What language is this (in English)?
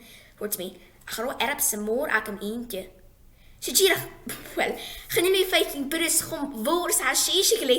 Scottish Gaelic